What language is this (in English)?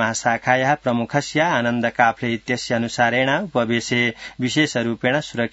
Sanskrit